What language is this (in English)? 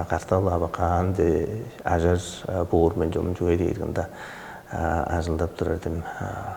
Tuvinian